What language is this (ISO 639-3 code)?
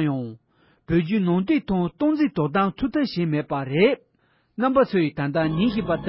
bod